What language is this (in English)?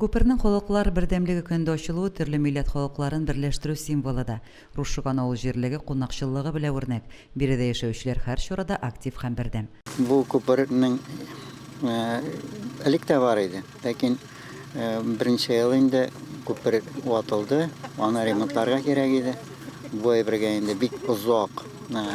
Tatar